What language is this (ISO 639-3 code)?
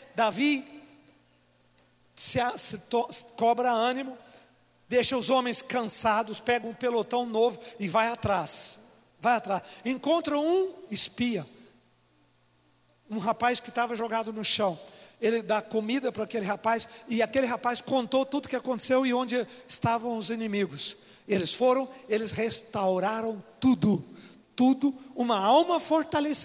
por